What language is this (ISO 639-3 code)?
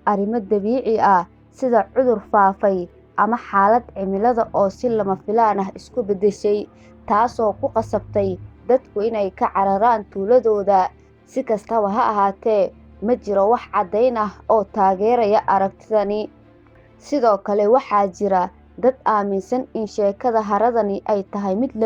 som